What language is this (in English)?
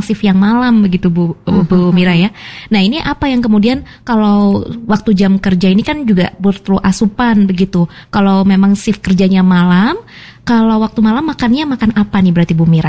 Indonesian